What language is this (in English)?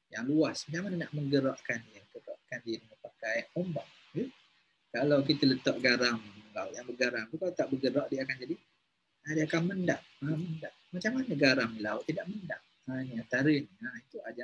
Malay